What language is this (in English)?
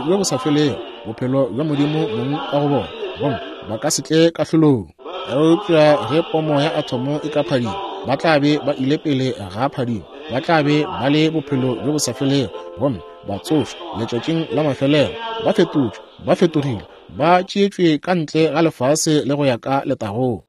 Northern Sotho